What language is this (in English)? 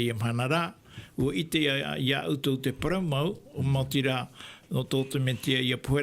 Tahitian